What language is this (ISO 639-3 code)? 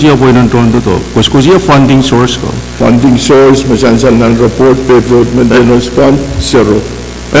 pon